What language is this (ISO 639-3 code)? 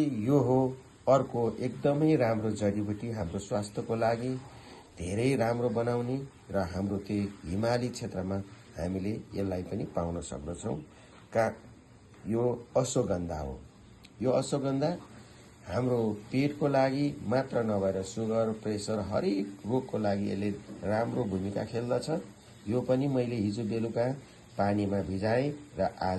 nep